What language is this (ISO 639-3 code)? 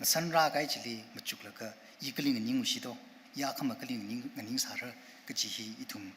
nmf